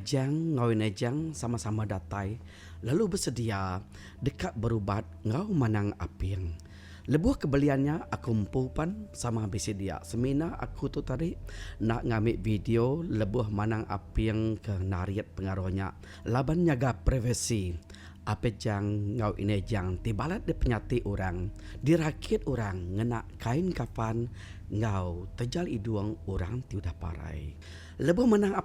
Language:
Iban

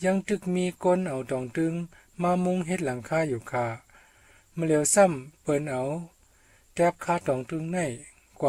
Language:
Shan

